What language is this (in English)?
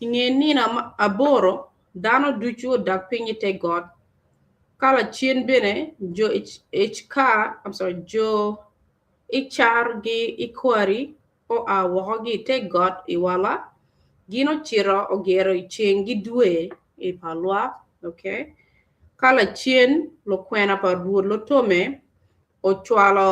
Acoli